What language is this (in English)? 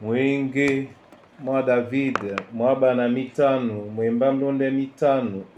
Duala